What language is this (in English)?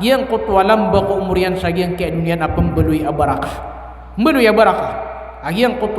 Maranao